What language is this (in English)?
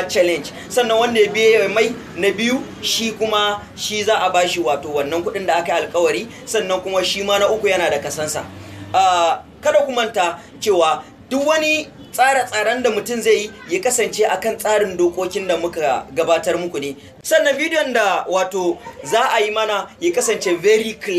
Hausa